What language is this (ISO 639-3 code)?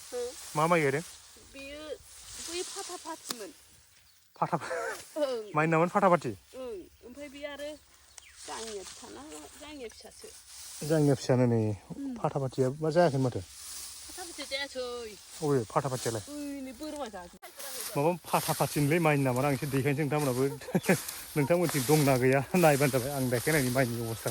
brx